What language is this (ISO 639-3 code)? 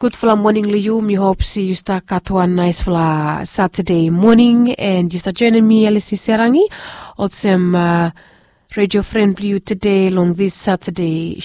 bis